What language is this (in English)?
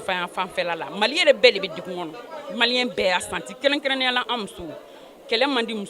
Bambara